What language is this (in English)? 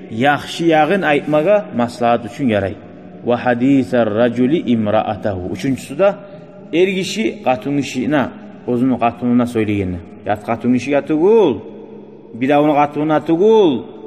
Kumyk